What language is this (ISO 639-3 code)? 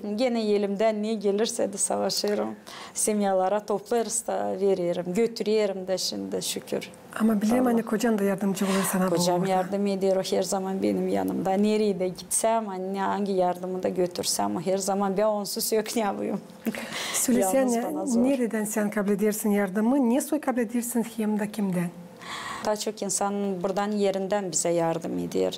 gag